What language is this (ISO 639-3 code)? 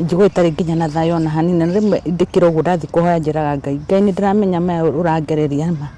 kik